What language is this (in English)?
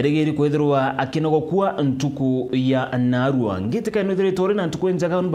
Meru